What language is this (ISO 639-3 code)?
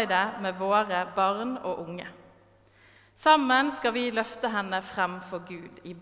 nor